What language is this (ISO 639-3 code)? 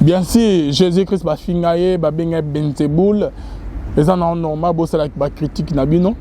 lin